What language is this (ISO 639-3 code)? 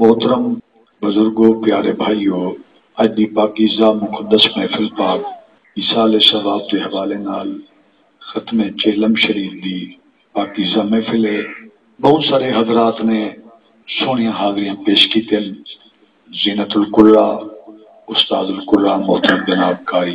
skr